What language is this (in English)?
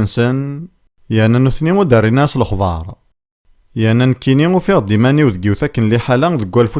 Kabyle